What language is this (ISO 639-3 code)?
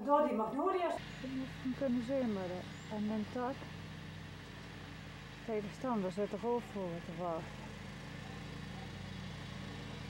nld